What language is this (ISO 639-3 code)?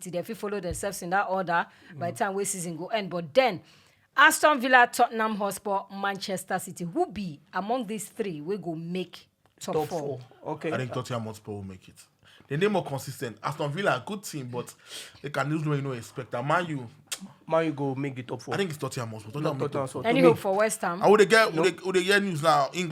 pcm